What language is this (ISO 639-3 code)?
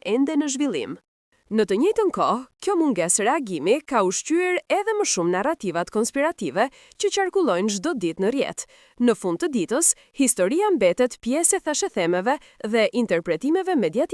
sqi